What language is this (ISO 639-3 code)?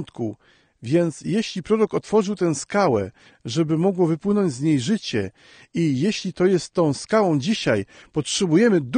pol